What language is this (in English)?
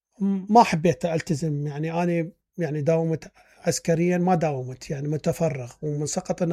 Mesopotamian Arabic